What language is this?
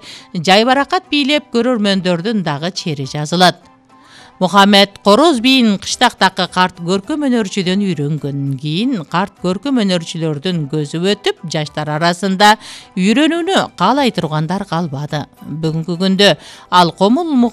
Kyrgyz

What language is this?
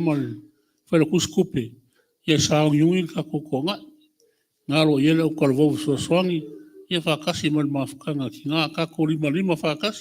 Samoan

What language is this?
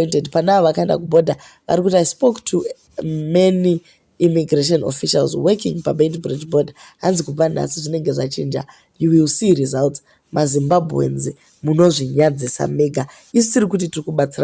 Shona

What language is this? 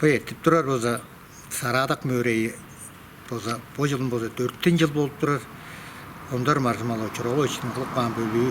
Tuvinian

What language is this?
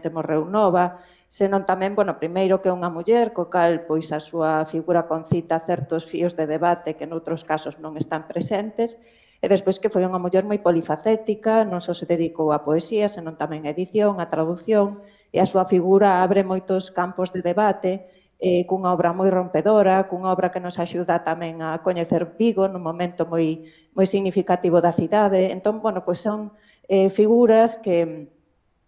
Galician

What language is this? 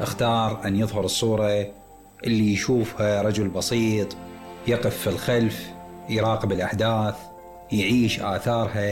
Mesopotamian Arabic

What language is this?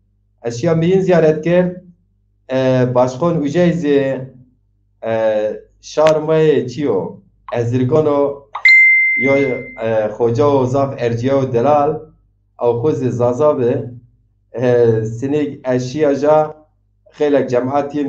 Zaza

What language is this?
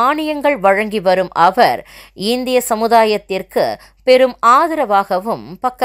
Tamil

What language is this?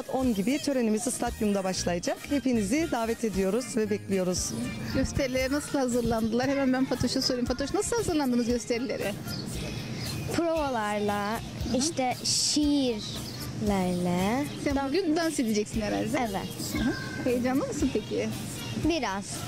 Turkish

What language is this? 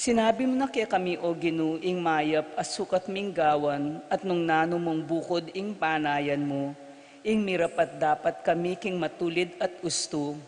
Pampanga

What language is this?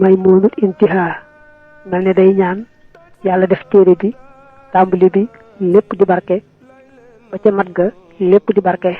Wolof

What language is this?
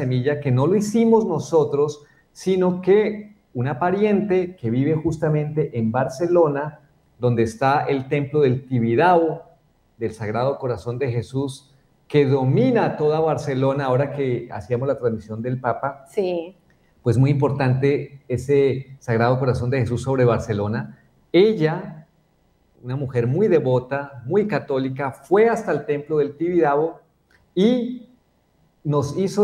Spanish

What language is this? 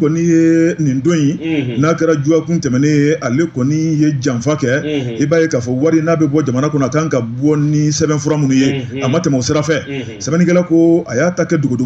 Bambara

